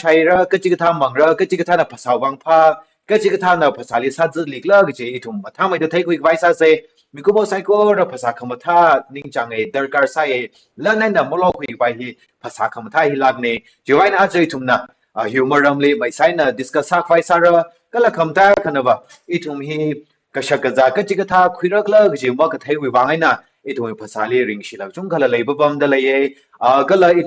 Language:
Tangkhul Naga (India)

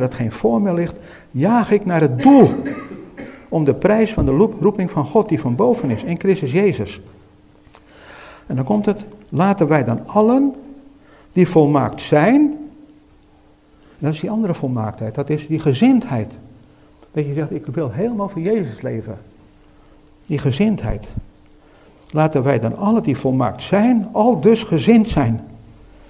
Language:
Dutch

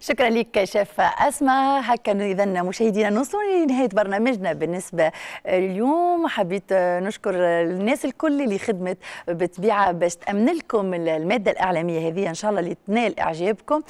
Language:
Tunisian Arabic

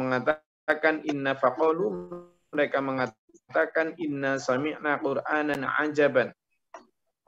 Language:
Indonesian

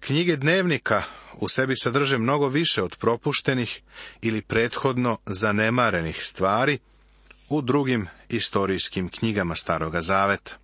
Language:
Serbian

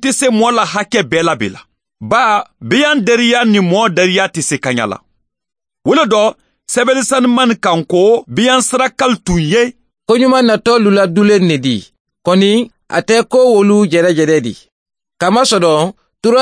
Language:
Bambara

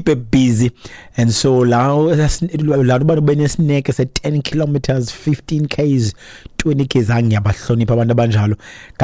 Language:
Xhosa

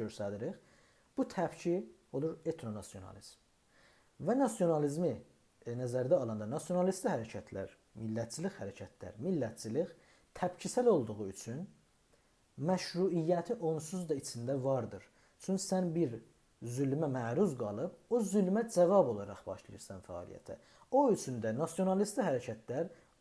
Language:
South Azerbaijani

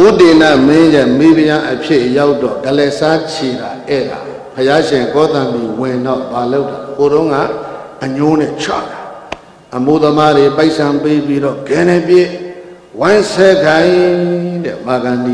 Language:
Burmese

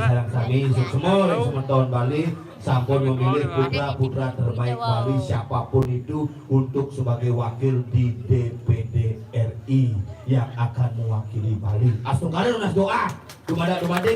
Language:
Balinese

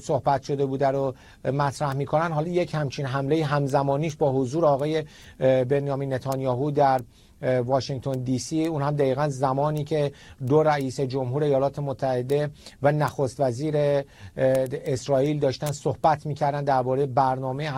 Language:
Persian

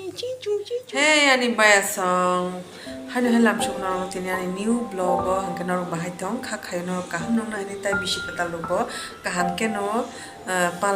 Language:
Kok Borok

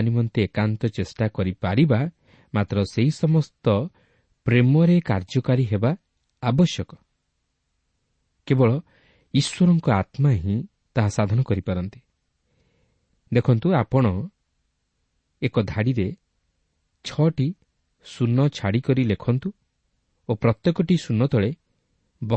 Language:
Odia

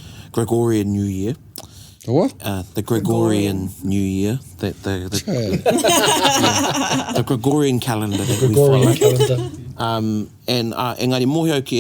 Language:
Māori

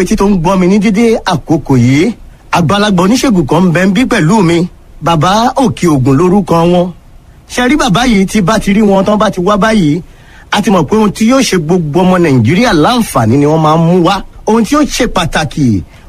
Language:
Yoruba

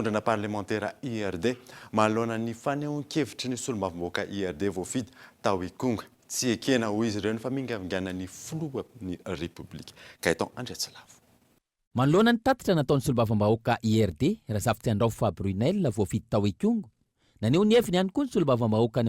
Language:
Malagasy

